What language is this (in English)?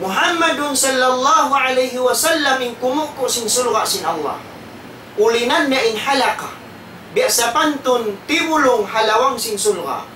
Tausug